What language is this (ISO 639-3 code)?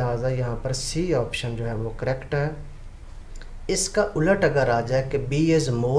hin